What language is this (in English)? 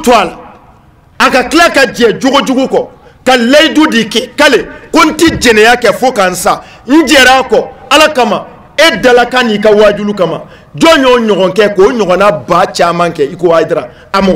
Bambara